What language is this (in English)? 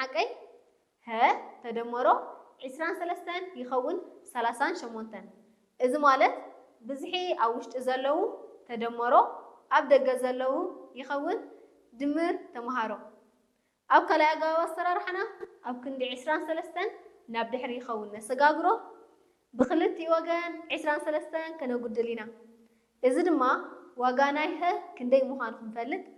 Tigrinya